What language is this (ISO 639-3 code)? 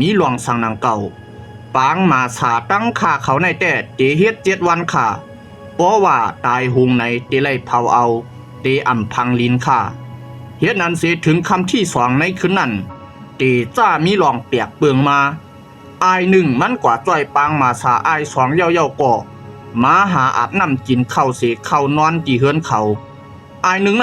shn